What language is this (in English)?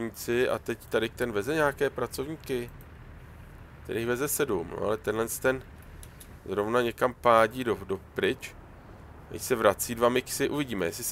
Czech